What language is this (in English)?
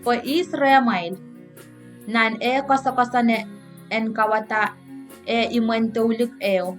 Pohnpeian